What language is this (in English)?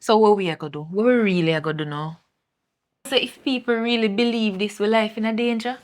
Jamaican Creole English